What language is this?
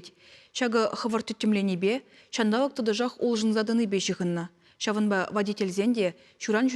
Chuvash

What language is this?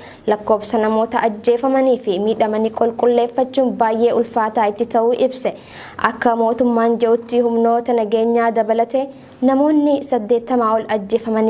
Oromo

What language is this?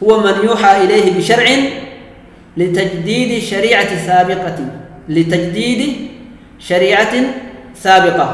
Oromo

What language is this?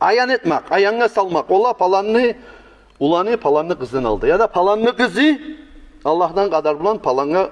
Kumyk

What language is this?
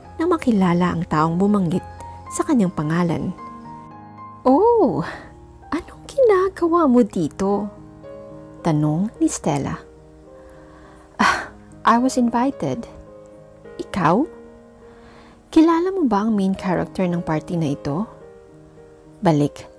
Filipino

